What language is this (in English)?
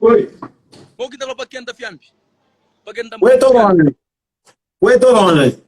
Kabuverdianu